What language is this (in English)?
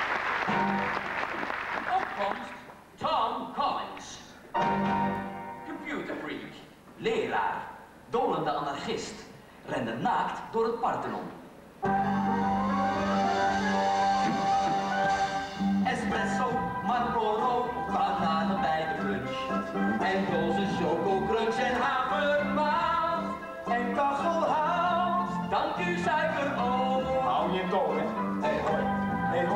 Dutch